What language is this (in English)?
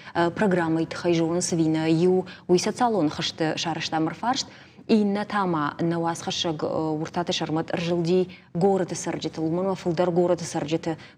Ossetic